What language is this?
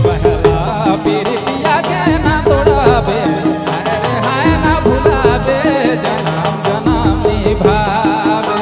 Sadri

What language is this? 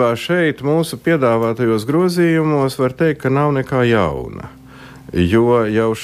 Latvian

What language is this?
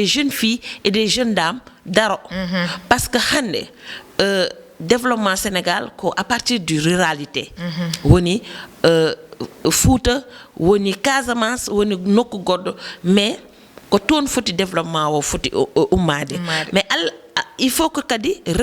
Fula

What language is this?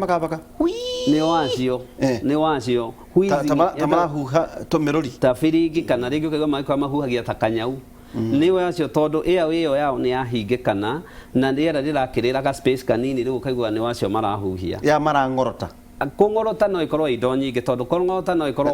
Kikuyu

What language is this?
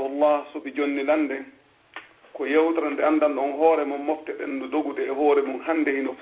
Fula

